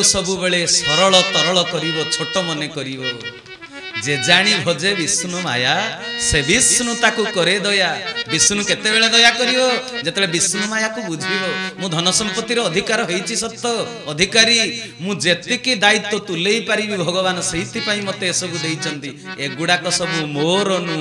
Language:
Odia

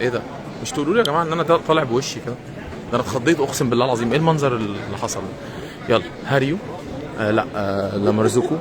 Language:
Egyptian Arabic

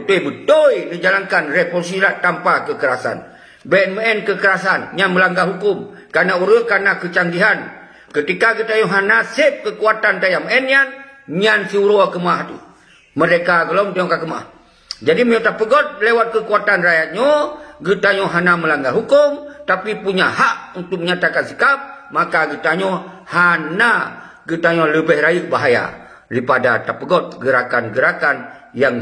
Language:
Achinese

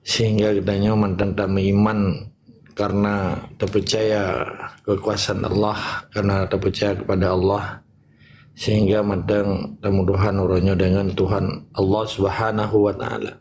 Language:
Achinese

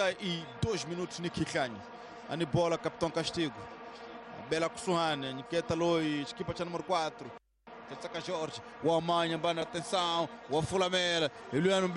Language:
Tsonga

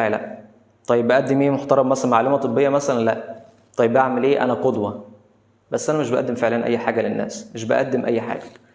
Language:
Egyptian Arabic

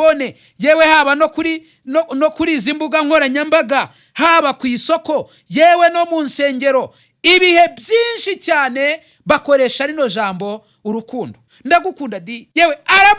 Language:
Kinyarwanda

